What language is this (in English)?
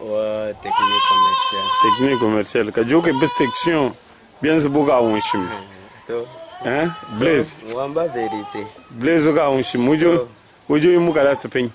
Luba-Lulua